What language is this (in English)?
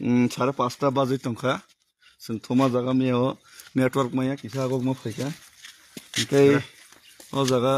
Kok Borok